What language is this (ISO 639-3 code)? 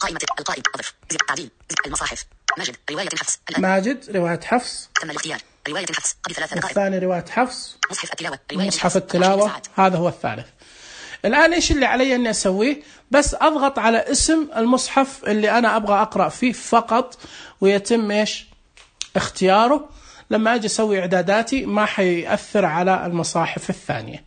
ars